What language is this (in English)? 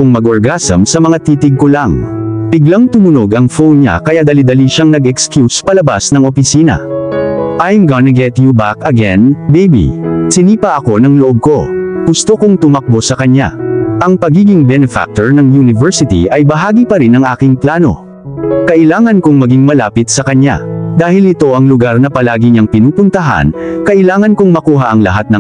Filipino